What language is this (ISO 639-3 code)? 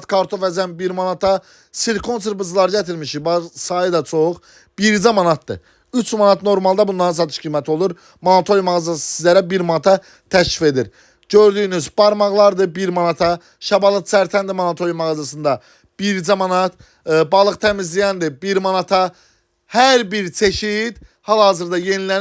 aze